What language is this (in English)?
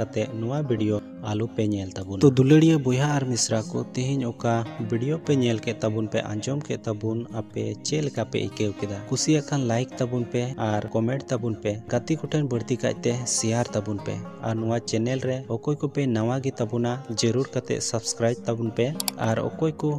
Santali